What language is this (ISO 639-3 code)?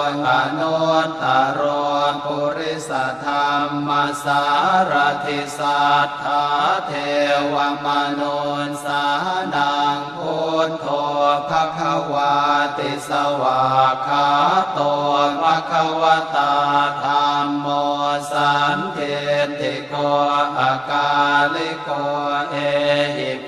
pli